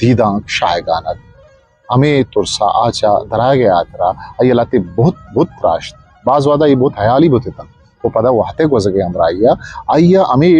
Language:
Eastern Balochi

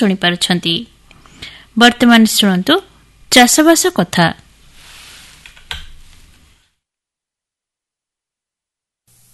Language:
Odia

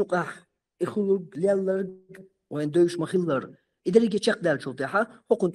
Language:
Chechen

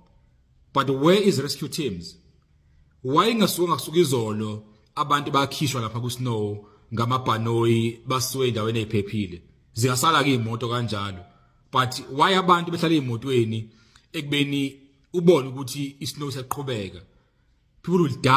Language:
Zulu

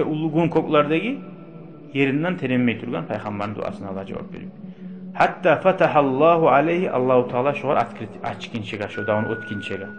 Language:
Kumyk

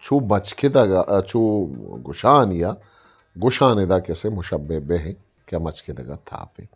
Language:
Eastern Balochi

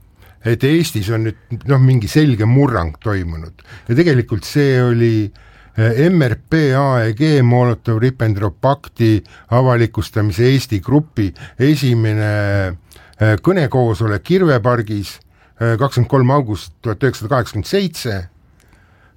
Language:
Estonian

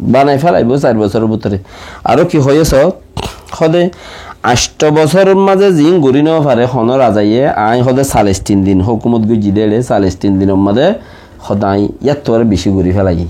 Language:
Rohingya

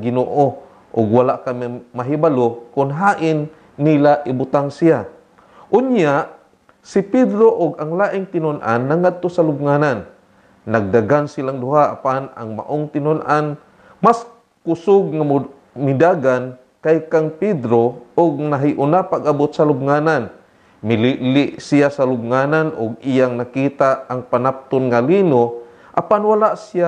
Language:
Cebuano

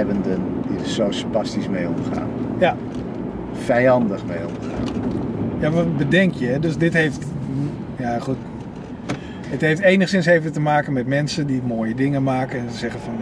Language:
Dutch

